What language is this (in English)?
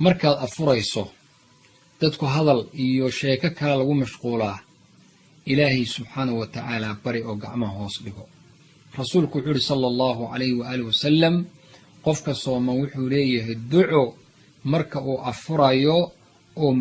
Somali